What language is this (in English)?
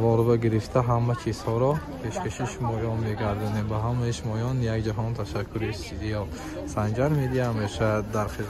Tajik